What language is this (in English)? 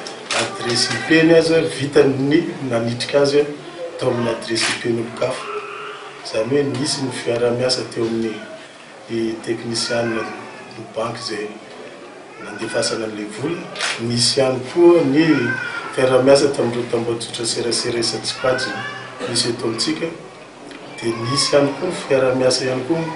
Malagasy